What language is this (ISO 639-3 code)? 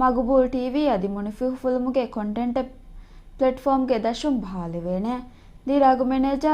div